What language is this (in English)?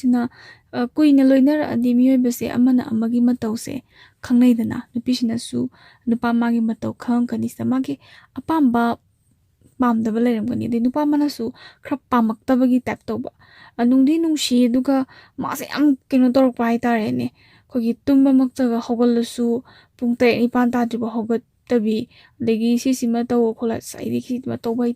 Manipuri